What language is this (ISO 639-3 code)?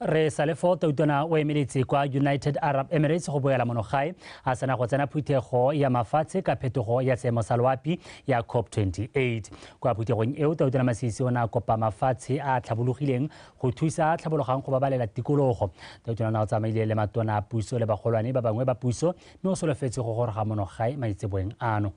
tsn